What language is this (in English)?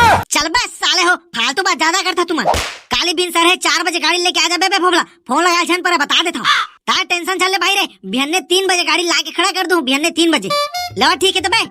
Chhattisgarhi